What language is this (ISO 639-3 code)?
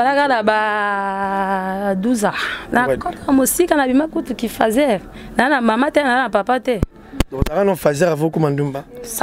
lin